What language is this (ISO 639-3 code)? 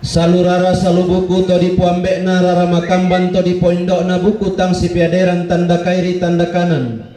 sda